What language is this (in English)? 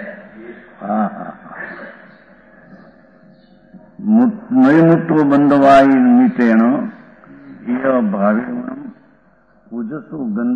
Gujarati